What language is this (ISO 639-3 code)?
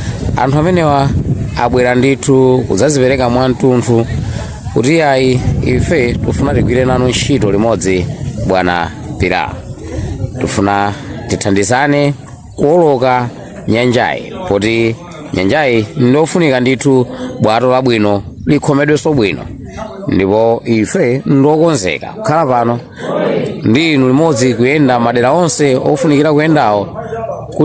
nya